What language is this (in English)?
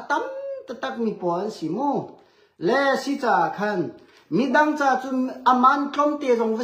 Hakha Chin